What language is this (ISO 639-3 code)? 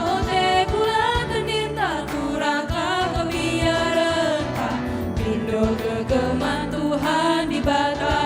btx